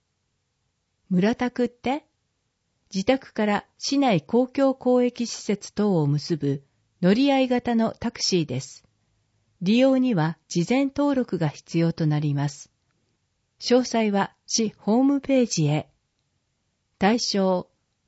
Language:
Japanese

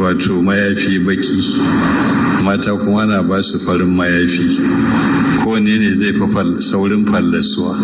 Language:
Hausa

